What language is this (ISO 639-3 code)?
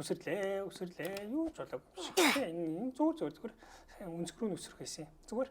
mon